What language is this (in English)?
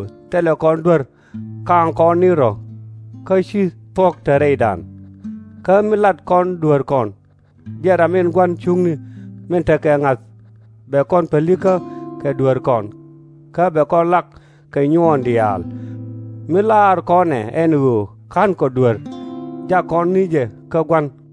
Nuer